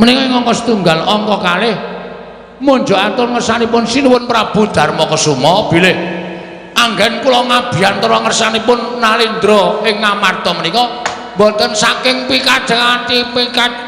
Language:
Javanese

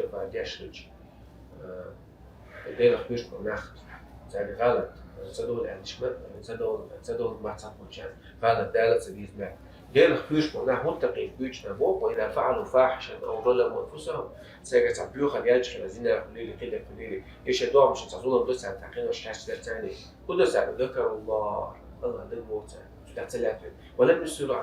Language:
Chechen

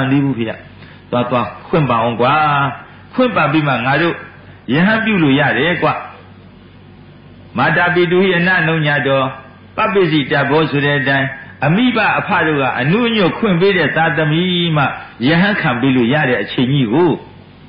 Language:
Burmese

